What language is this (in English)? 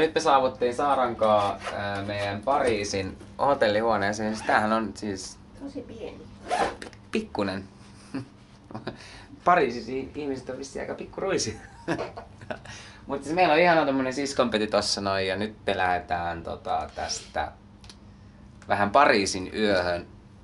Finnish